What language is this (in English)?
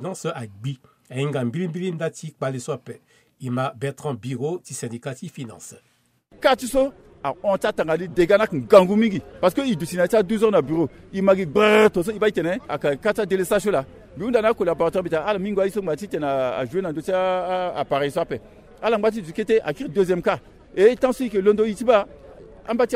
Sango